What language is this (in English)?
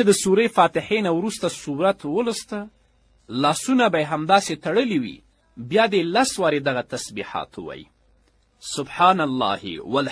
Pashto